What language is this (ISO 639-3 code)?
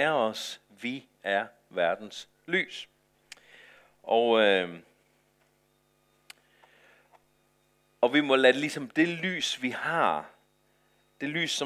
dan